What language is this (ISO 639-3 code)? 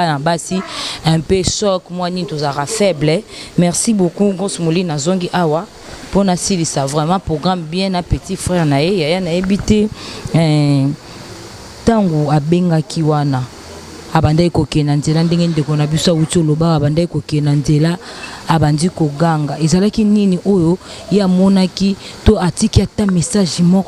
lin